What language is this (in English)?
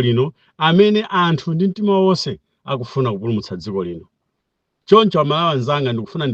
Nyanja